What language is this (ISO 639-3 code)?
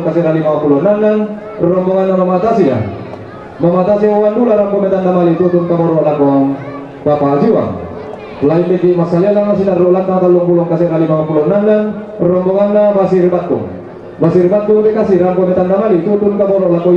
sda